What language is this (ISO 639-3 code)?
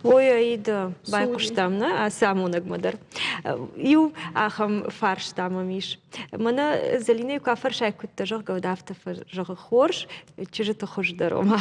oss